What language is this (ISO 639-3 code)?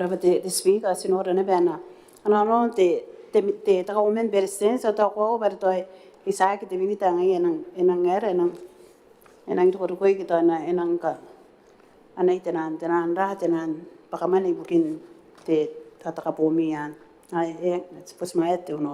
gil